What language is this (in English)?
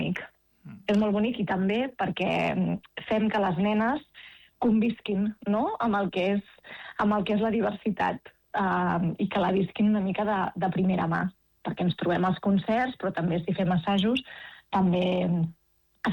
Catalan